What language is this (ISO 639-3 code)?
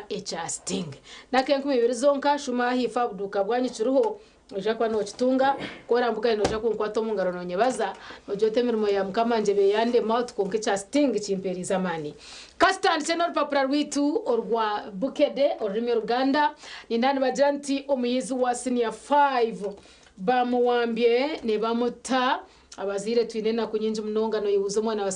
nyn